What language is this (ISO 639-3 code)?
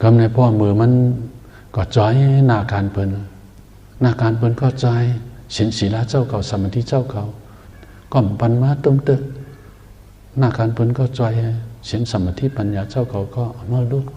shn